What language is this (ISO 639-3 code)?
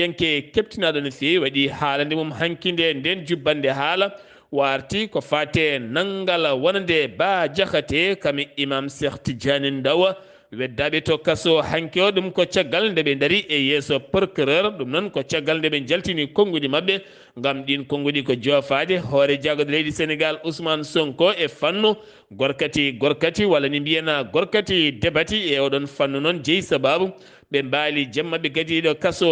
ful